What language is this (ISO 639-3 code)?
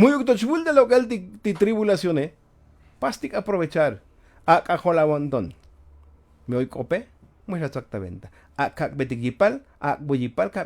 tzo